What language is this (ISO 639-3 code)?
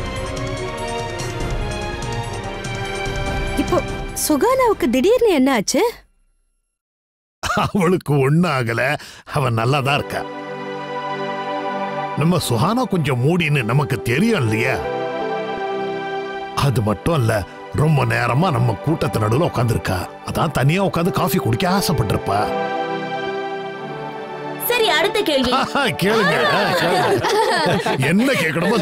tam